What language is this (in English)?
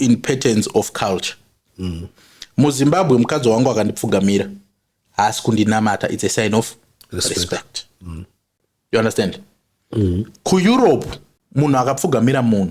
Shona